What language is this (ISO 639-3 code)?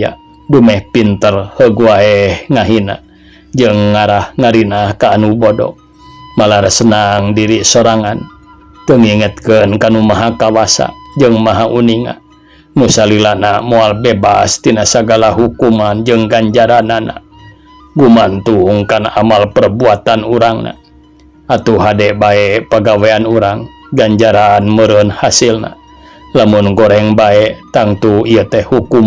sun